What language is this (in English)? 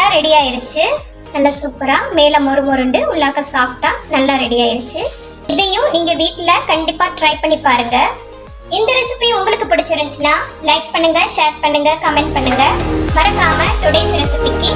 Tamil